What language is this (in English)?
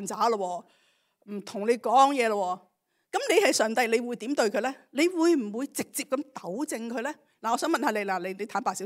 Cantonese